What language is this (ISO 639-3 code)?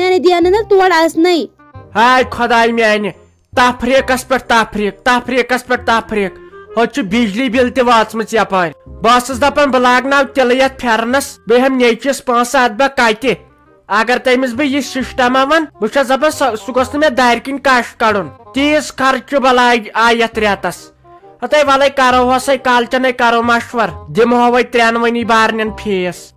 kas